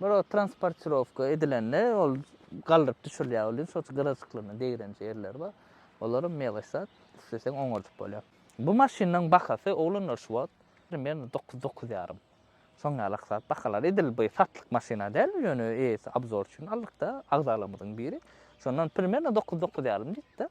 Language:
Turkmen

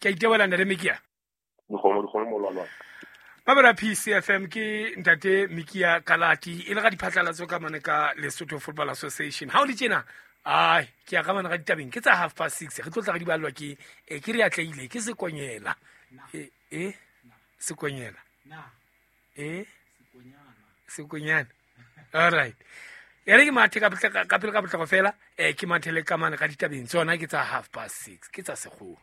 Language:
Southern Sotho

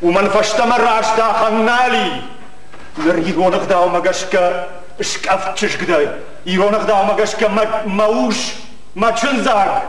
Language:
Ossetic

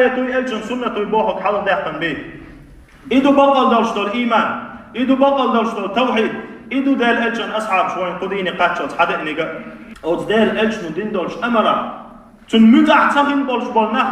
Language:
Chechen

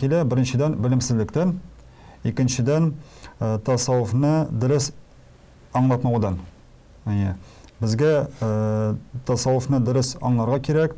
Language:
Tatar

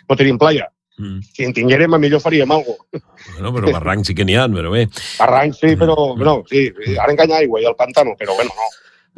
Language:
Catalan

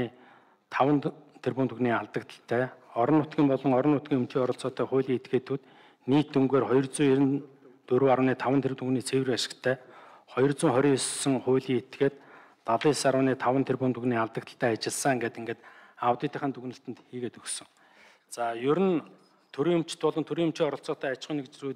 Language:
Mongolian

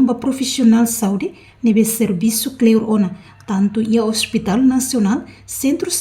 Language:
Tetum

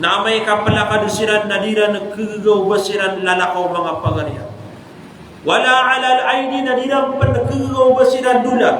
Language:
Maranao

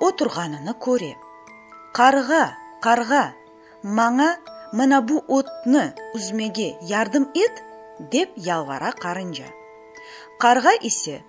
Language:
Crimean Tatar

